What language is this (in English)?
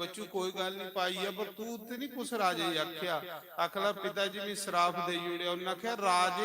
Dogri